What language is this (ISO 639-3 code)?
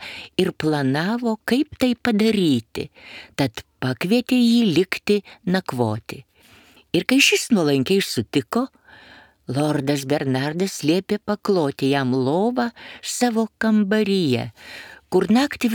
lit